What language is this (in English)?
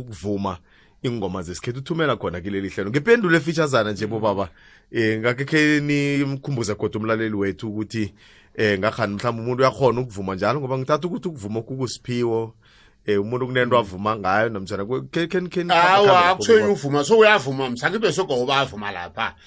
South Ndebele